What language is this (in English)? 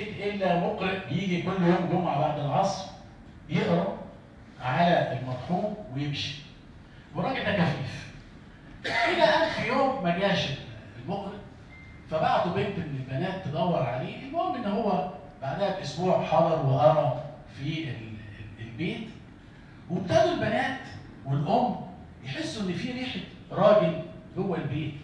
Egyptian Arabic